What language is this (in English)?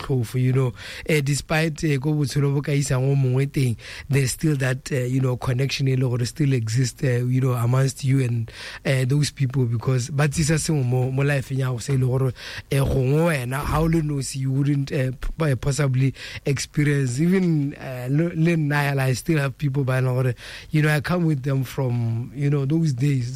Tswana